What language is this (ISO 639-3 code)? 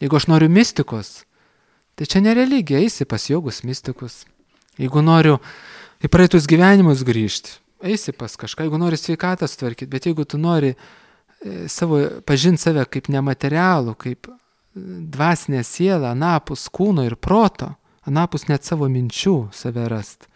lit